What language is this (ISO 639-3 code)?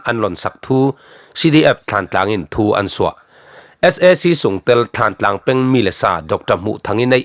cfm